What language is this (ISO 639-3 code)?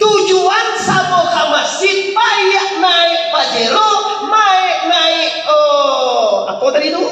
min